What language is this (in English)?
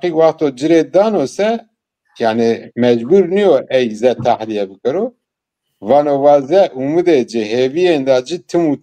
Zaza